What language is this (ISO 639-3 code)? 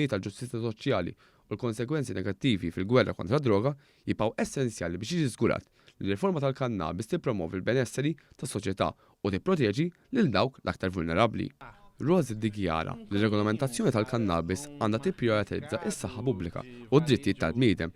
mlt